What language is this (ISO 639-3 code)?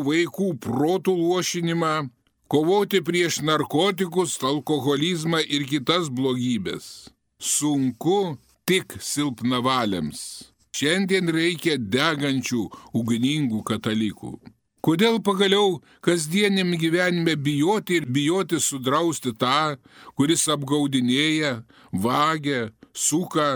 lit